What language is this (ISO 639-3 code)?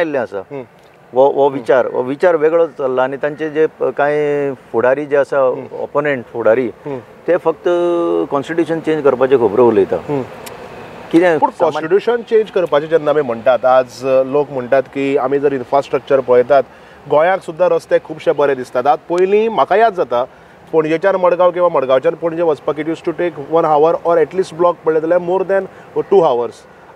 kok